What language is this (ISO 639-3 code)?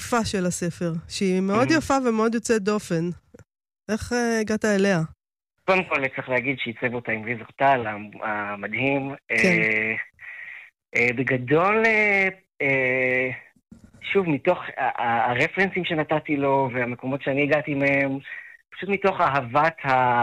heb